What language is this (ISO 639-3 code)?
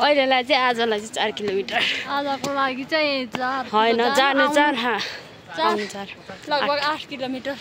nep